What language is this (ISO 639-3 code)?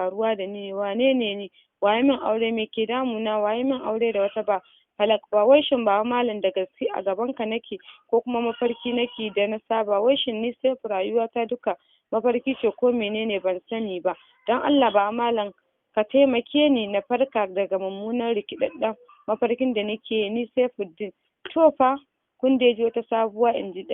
hau